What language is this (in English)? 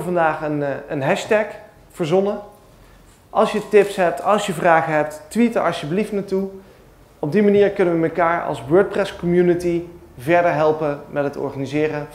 Dutch